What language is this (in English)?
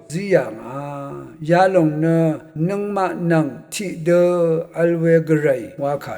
Rawang